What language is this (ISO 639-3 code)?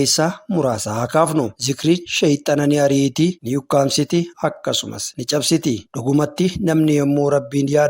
orm